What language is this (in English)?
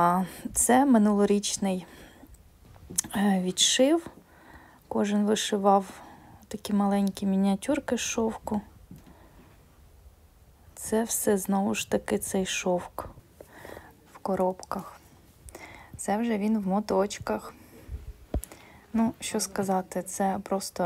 Ukrainian